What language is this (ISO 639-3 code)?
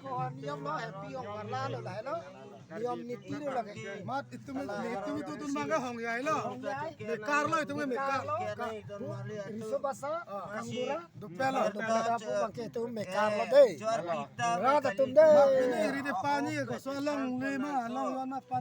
mjw